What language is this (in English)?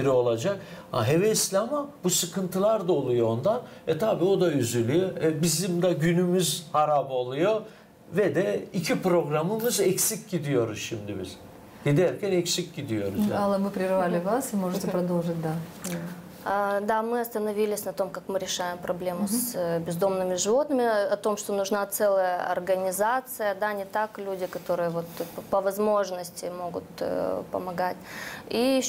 Gagauz